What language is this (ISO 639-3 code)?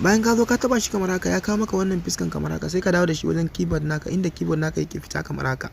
hau